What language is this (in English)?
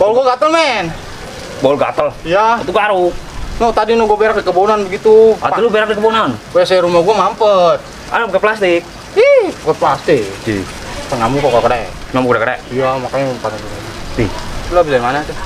Betawi